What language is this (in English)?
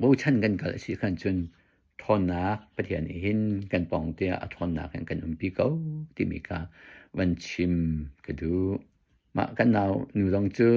Hakha Chin